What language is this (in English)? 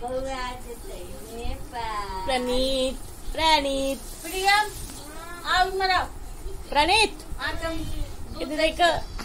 Maithili